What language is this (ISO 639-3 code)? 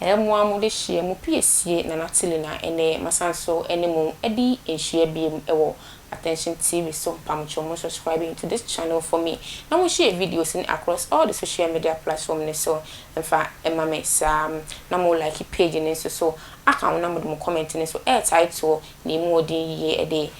aka